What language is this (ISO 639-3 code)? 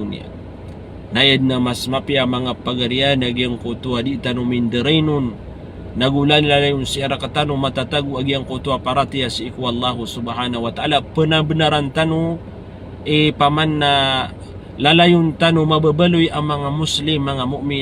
mrw